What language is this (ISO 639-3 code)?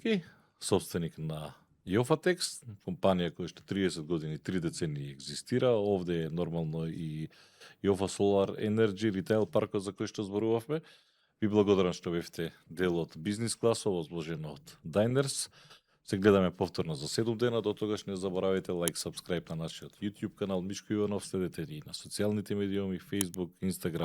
mkd